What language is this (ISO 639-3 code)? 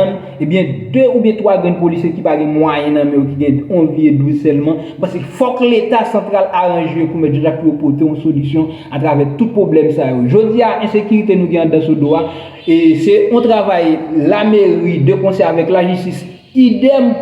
hat